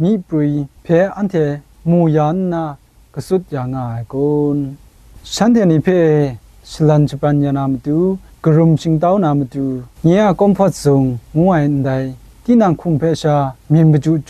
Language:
Kachin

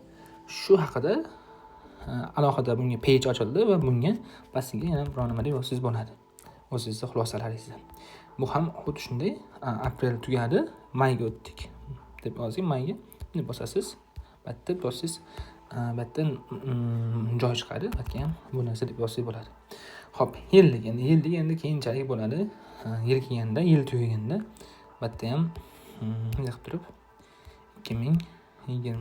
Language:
Uzbek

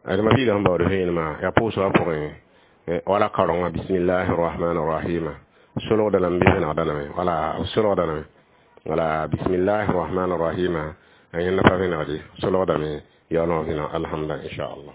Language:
Mossi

